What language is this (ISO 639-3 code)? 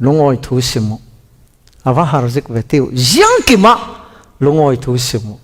cfm